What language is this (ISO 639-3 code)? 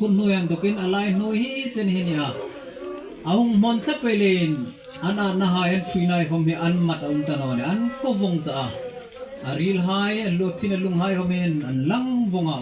hmr